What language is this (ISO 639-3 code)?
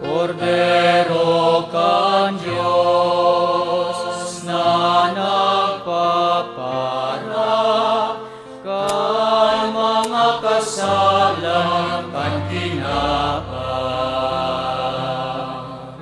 bik